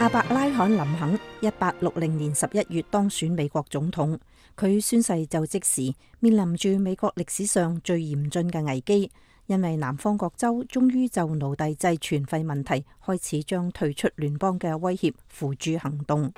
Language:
Cantonese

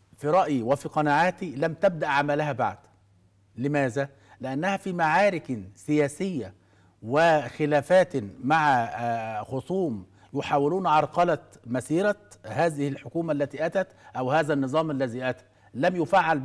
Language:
Arabic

